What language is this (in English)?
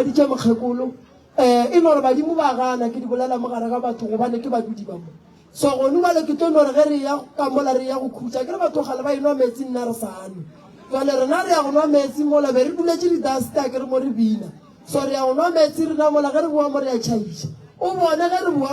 Northern Sotho